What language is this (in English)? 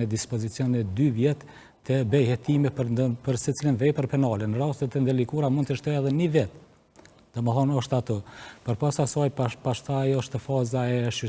Albanian